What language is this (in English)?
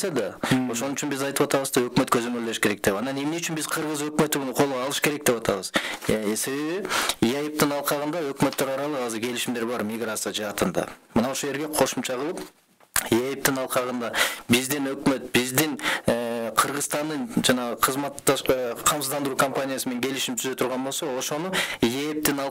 Kyrgyz